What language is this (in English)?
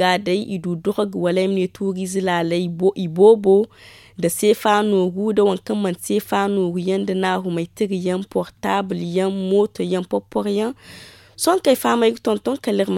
Zarma